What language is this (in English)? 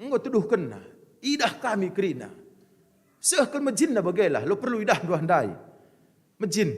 Batak Karo